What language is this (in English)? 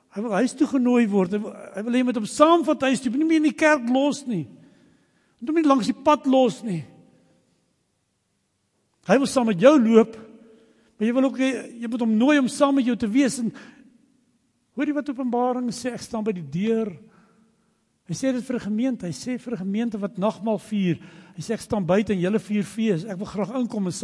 Afrikaans